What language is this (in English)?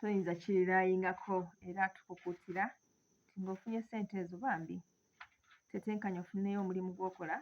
Ganda